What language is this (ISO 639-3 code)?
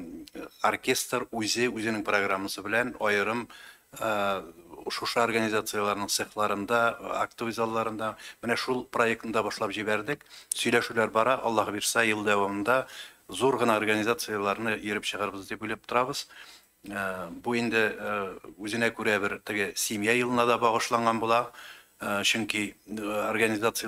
tat